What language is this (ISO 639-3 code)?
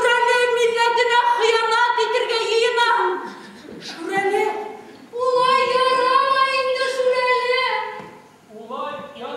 bak